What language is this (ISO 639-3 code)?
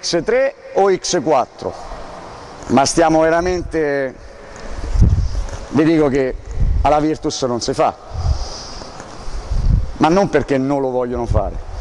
ita